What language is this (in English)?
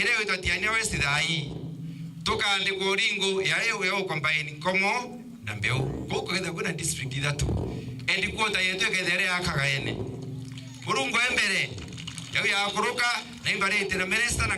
Meru